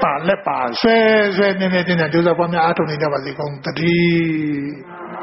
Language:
Burmese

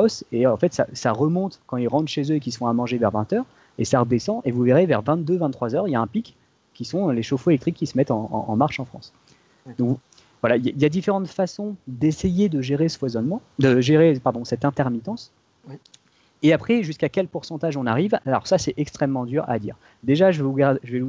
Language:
French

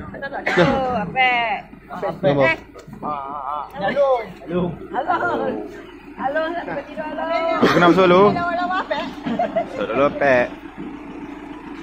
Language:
Malay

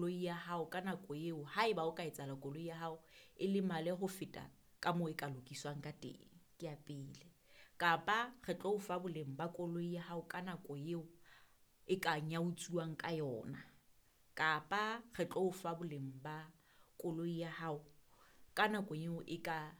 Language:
Southern Sotho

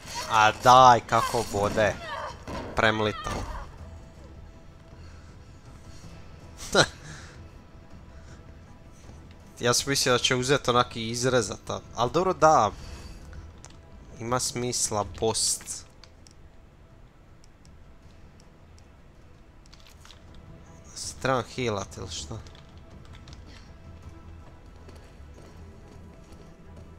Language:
Croatian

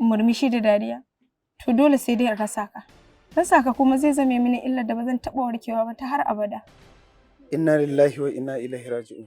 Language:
Hausa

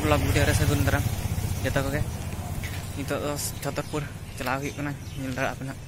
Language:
Santali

